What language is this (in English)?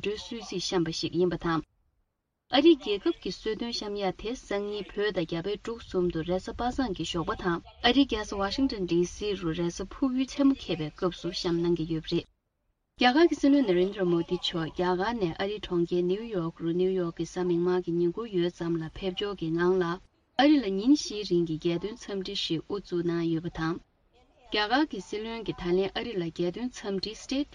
Tibetan